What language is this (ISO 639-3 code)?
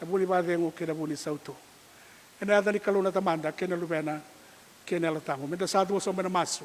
fij